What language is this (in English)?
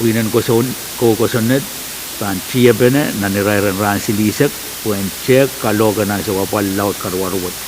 Pohnpeian